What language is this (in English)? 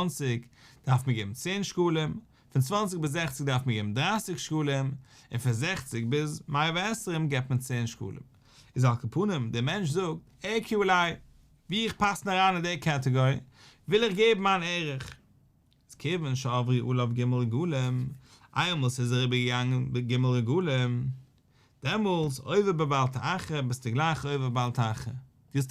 Yiddish